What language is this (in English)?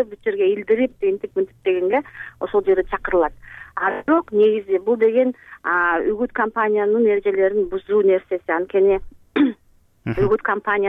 Kyrgyz